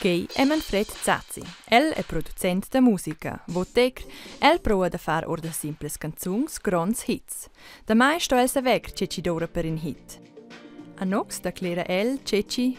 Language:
Romansh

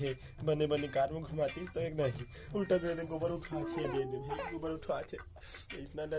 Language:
Chhattisgarhi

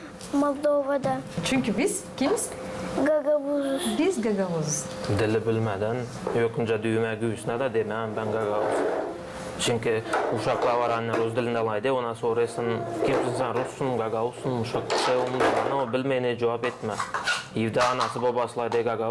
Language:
Gagauz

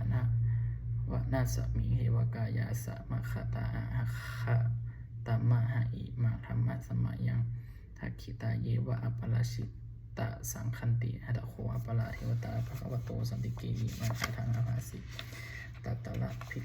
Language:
Pali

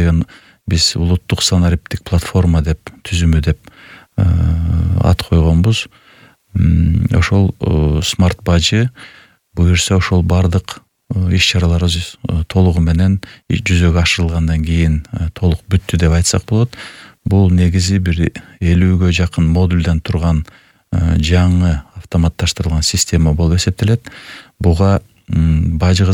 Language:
Kyrgyz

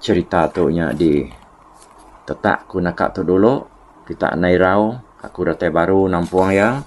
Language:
Iban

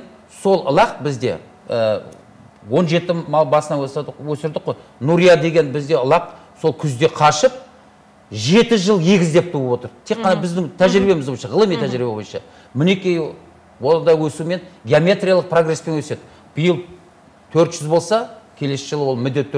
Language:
Kazakh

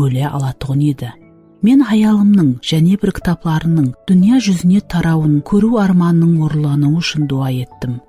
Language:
Kara-Kalpak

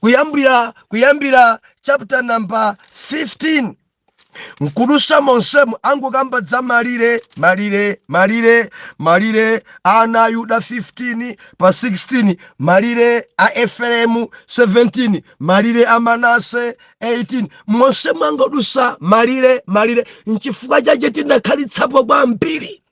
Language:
Nyanja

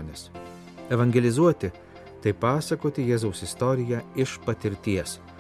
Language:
Lithuanian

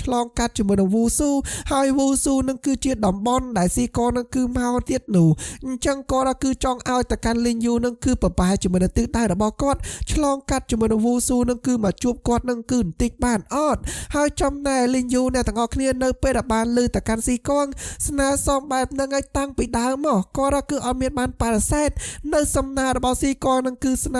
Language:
Khmer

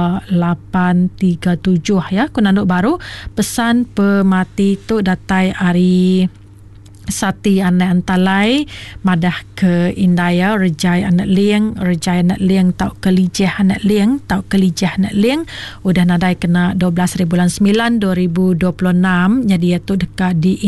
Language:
Iban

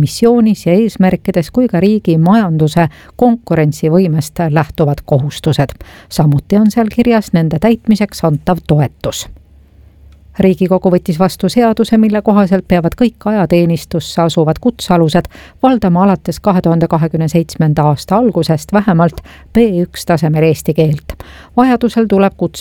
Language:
Estonian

